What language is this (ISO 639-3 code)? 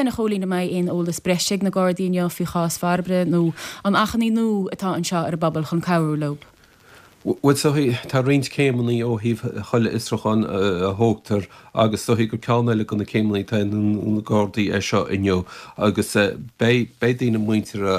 gle